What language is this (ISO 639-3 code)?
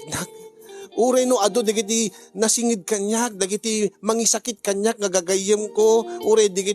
ilo